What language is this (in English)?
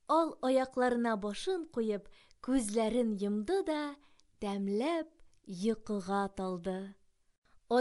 Tatar